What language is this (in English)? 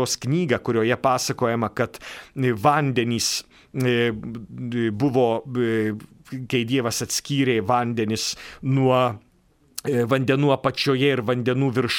Lithuanian